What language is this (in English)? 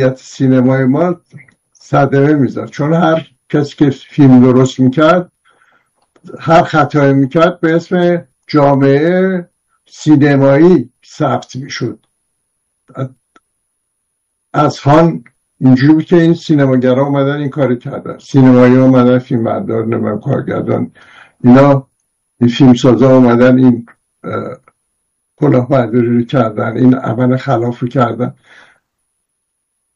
Persian